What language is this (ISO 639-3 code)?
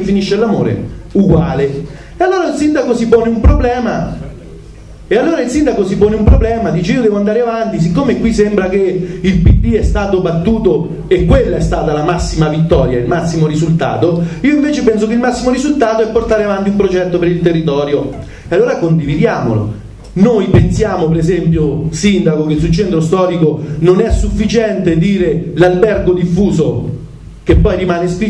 ita